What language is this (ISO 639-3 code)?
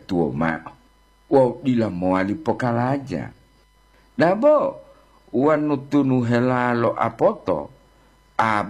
gor